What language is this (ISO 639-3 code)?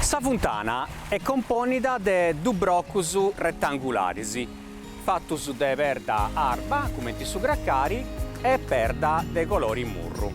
srd